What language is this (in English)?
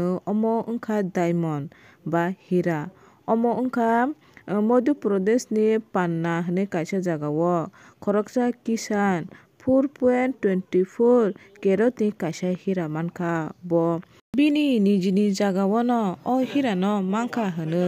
Kok Borok